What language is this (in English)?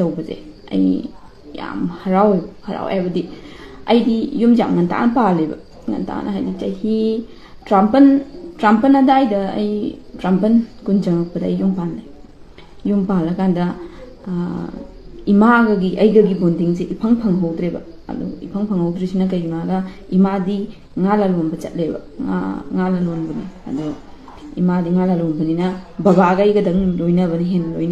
Manipuri